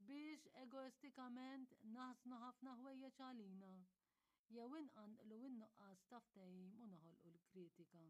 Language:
Maltese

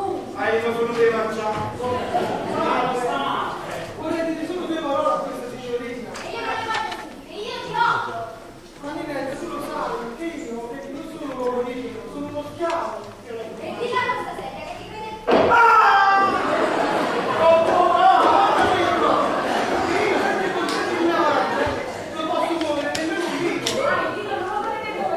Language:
Italian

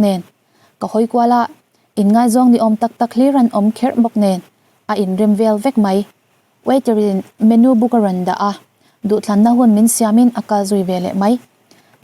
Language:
Mizo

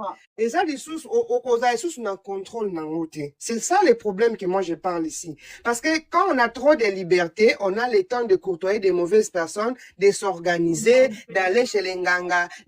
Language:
Lingala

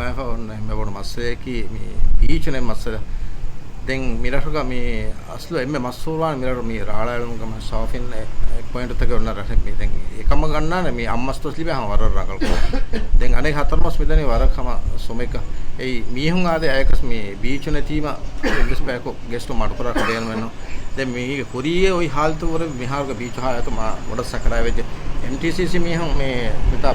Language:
Divehi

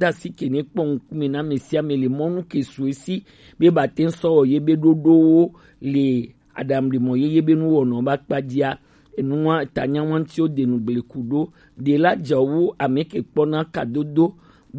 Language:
Gen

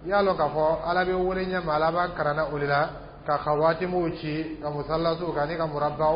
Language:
Dyula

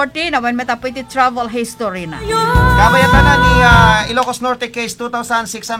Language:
Iloko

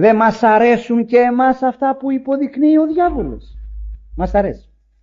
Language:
Greek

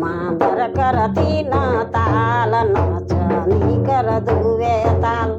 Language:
Sadri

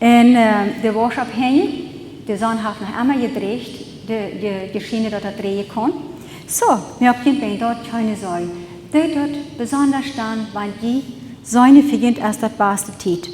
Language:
Plautdietsch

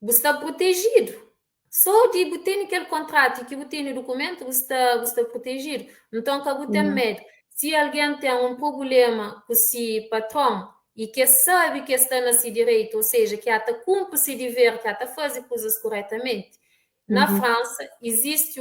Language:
Kabuverdianu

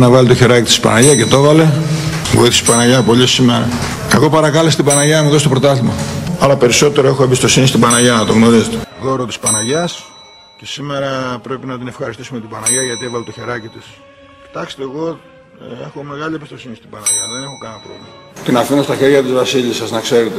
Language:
Greek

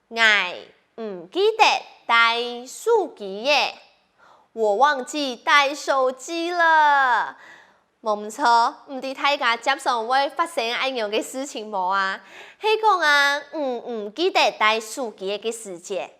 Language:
Hakka Chinese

